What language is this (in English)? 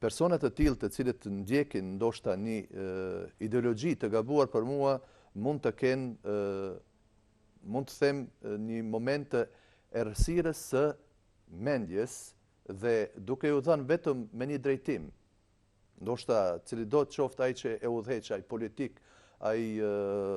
Albanian